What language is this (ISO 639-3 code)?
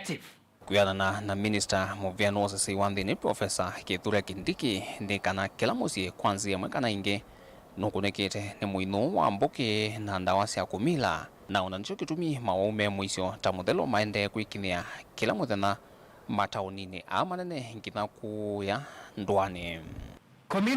kam